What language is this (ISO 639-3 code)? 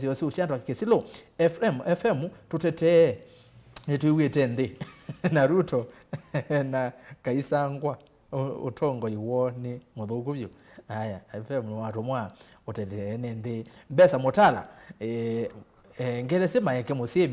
kam